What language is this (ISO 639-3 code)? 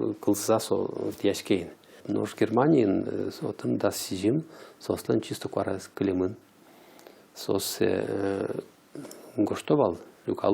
udm